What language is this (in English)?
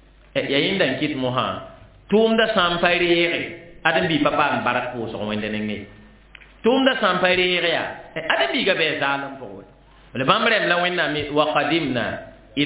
Mossi